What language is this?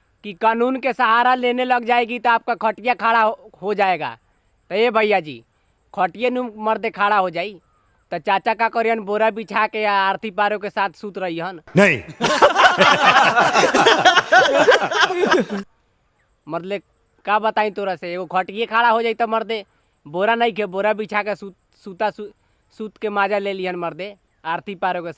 Bhojpuri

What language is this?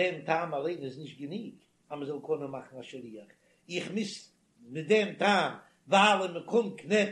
Yiddish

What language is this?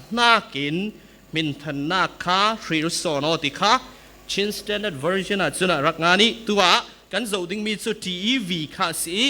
Falam Chin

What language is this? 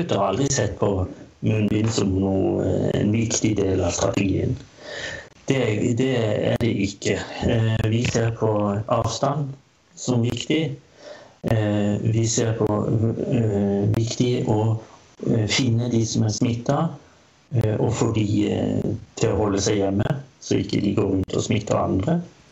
Norwegian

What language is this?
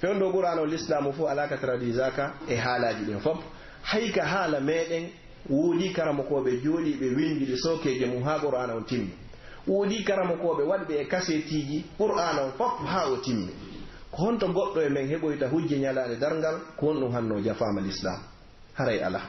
Pular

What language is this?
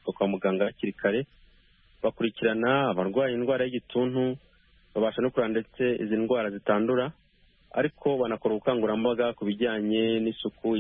Kinyarwanda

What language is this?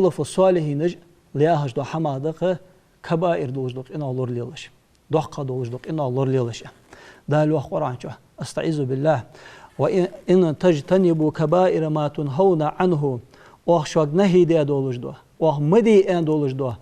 Ingush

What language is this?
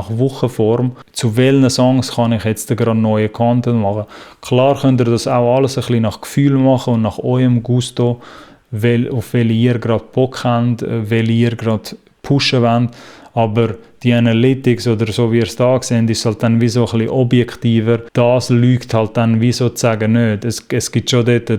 Swiss German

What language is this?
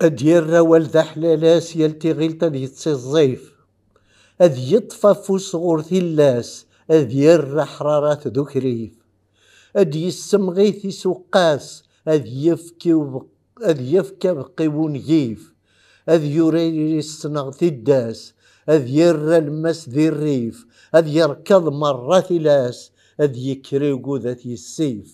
Kabyle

